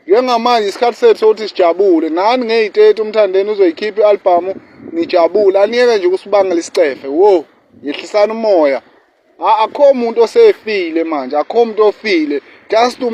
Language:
Zulu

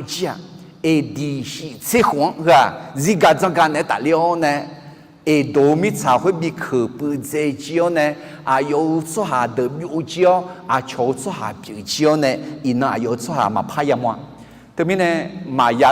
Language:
Akha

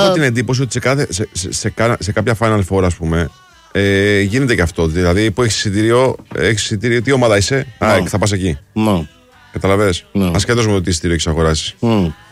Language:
Greek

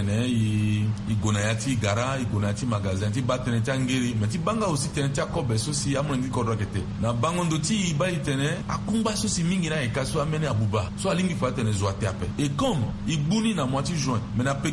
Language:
Sango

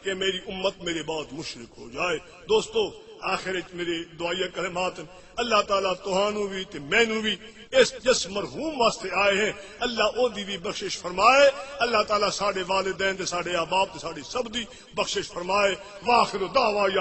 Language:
Saraiki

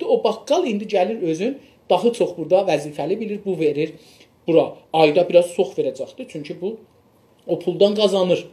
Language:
South Azerbaijani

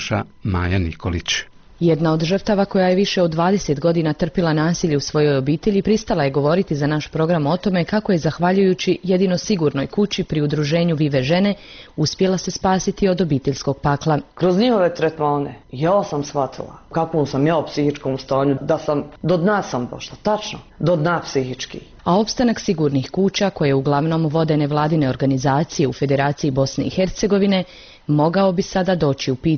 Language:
Bosnian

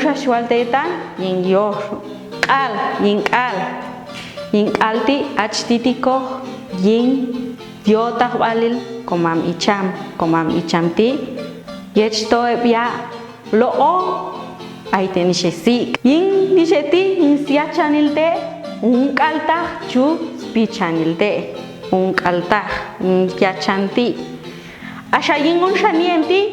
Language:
Popti'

